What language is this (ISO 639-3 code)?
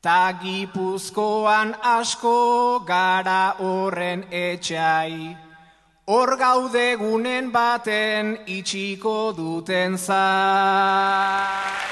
eus